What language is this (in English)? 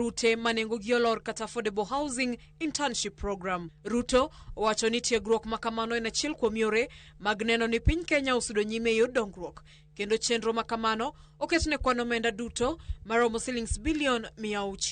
Luo (Kenya and Tanzania)